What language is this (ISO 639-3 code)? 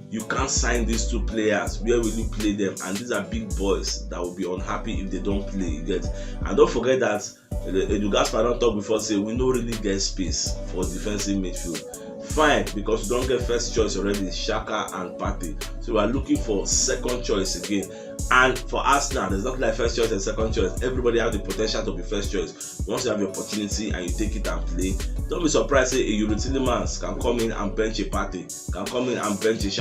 pcm